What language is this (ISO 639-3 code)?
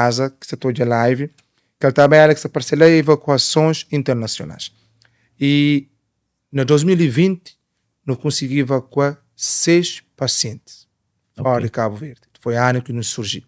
kea